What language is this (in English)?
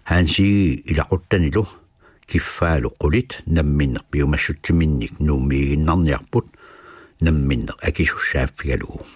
Kalaallisut